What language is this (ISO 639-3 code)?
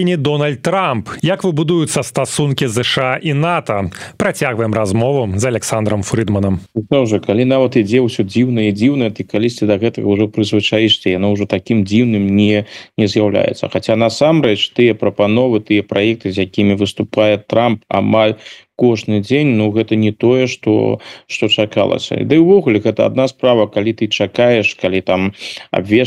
bel